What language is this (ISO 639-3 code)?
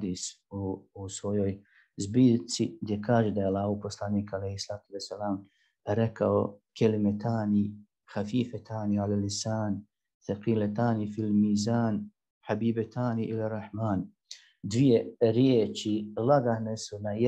bos